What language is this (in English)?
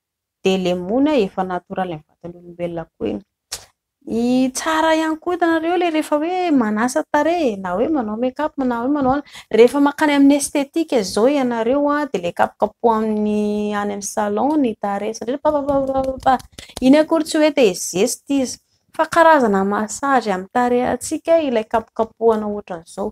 Malagasy